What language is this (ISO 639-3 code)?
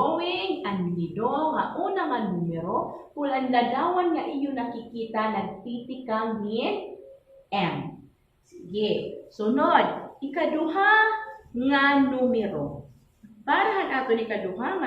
war